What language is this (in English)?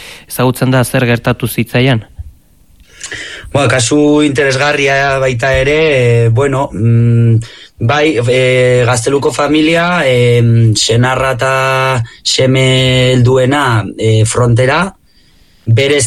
Basque